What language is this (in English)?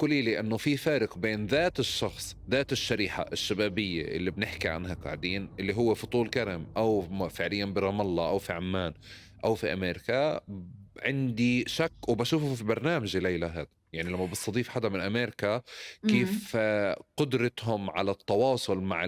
North Levantine Arabic